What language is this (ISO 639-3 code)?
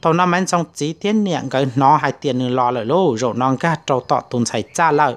hmn